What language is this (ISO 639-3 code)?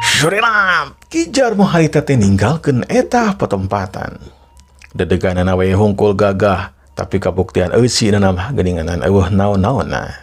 sun